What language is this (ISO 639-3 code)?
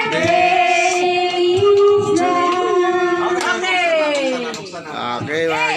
fil